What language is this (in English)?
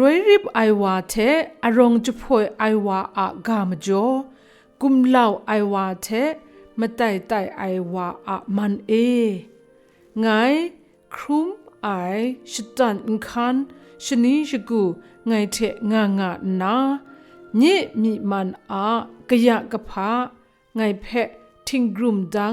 Kachin